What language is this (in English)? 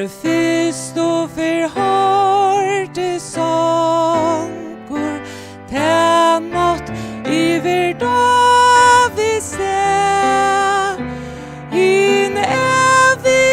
Faroese